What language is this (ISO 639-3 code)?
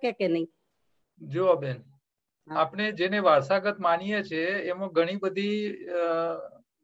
guj